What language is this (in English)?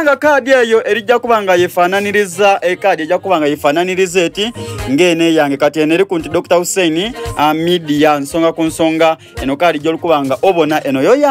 Soga